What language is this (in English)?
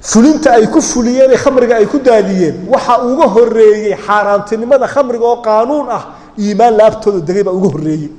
Somali